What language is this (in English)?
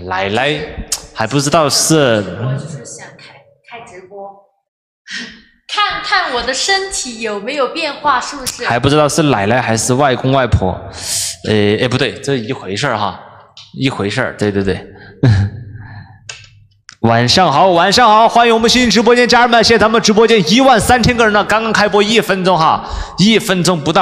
Chinese